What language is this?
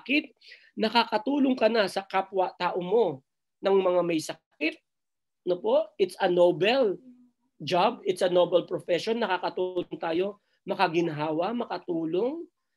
Filipino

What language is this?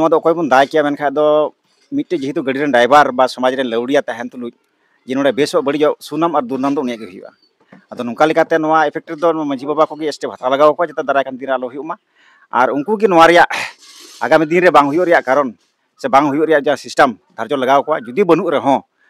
Santali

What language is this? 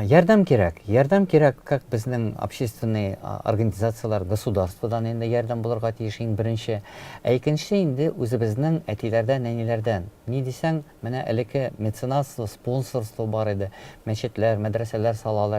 Tatar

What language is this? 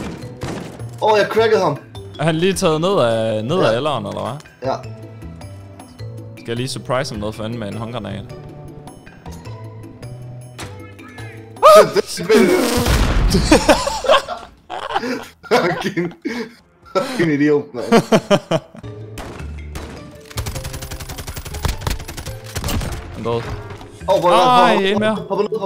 Danish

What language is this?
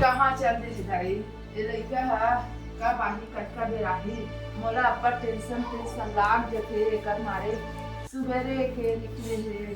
Chhattisgarhi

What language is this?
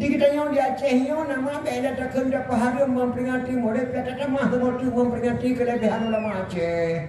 Achinese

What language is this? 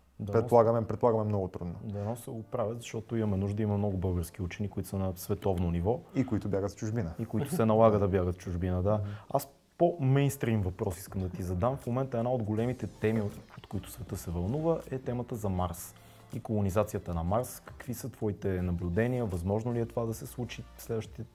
Bulgarian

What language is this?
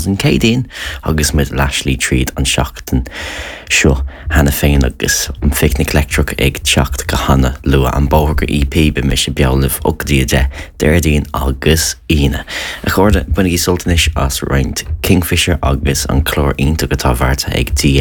Irish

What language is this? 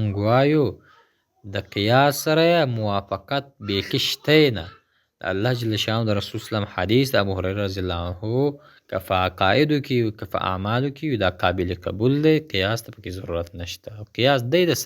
Pashto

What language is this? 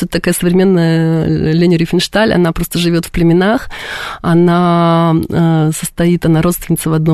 Russian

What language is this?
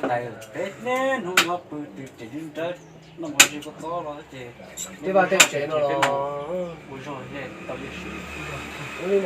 Hmong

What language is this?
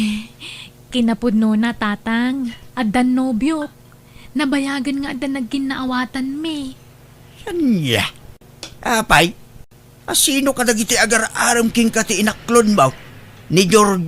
Iloko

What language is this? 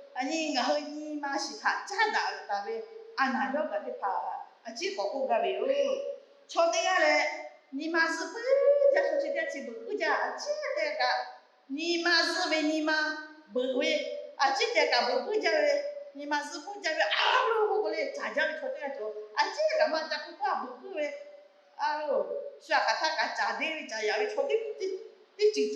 Lahu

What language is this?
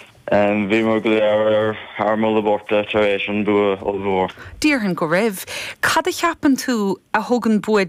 Irish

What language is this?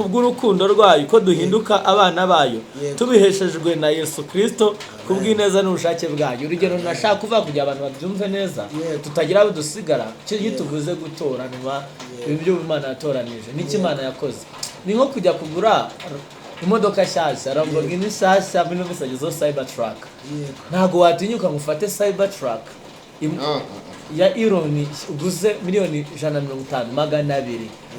Kinyarwanda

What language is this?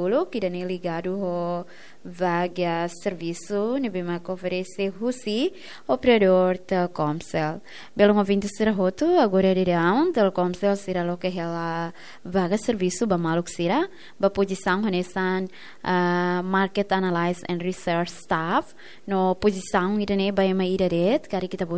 Tetum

